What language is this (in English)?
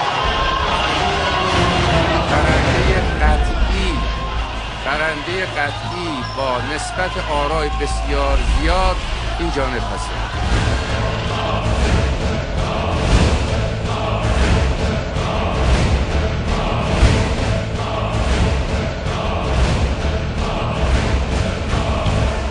Persian